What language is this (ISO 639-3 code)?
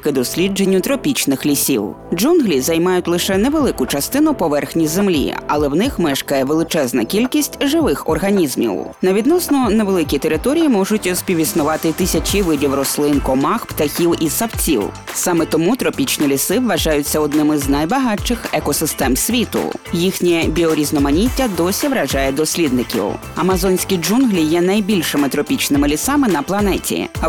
ukr